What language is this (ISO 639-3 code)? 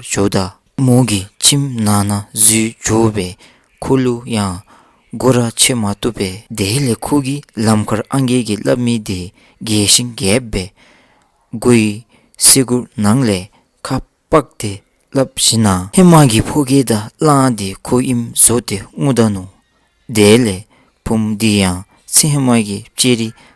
dzo